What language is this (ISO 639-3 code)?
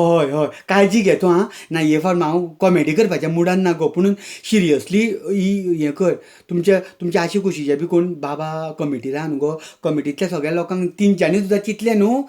kok